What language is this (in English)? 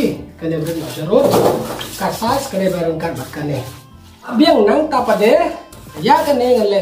Khasi